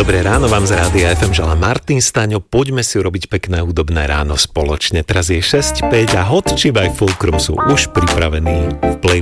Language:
Slovak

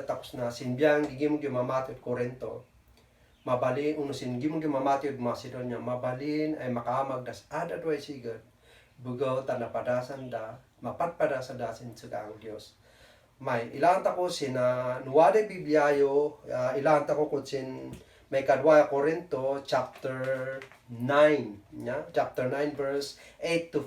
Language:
Kankanaey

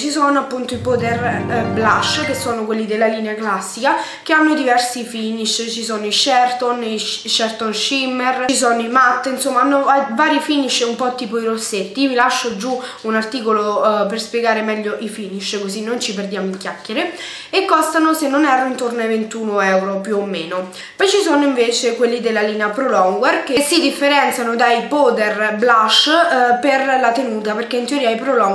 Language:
Italian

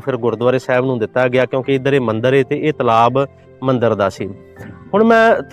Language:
Punjabi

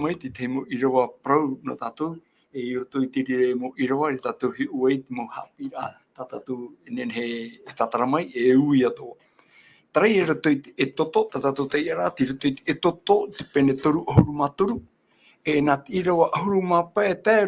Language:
Tahitian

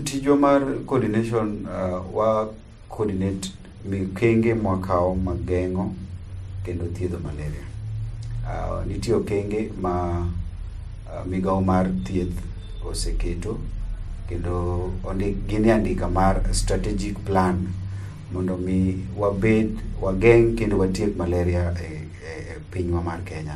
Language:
Luo (Kenya and Tanzania)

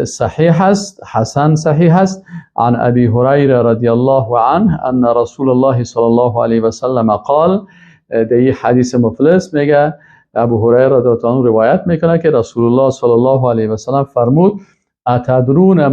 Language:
Persian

